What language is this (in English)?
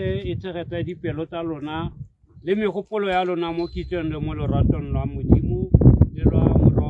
Tswana